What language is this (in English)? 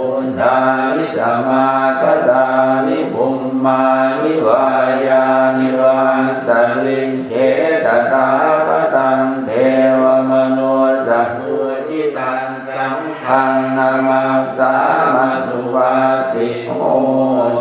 Pali